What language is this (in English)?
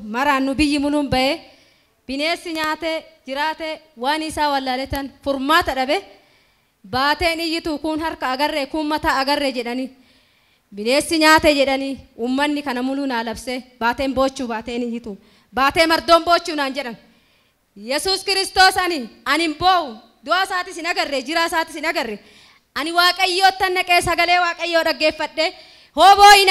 Oromo